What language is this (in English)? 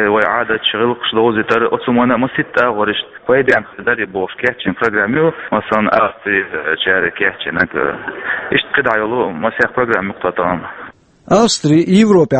Chechen